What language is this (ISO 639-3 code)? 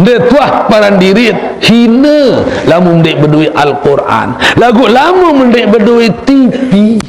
sas